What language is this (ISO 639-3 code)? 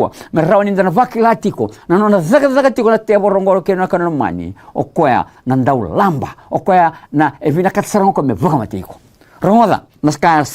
fij